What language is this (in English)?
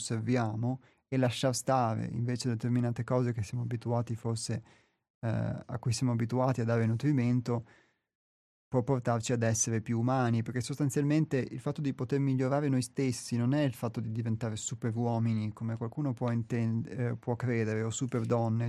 Italian